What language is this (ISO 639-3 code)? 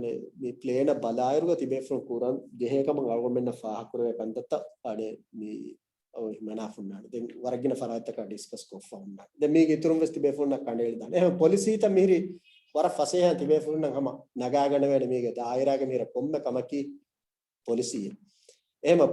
div